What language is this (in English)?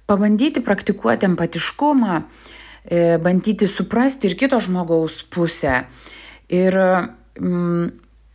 Lithuanian